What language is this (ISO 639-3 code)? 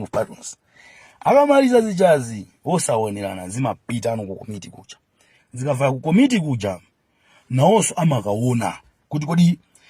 nya